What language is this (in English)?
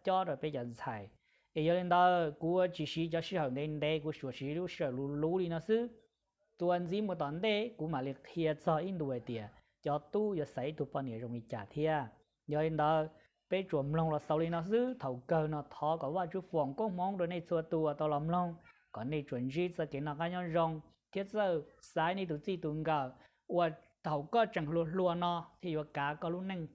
Hmong